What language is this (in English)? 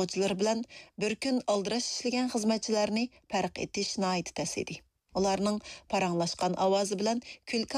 Uyghur